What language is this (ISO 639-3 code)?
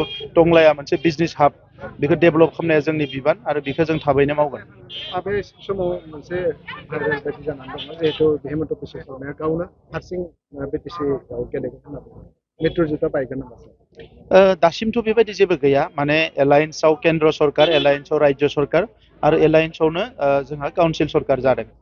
brx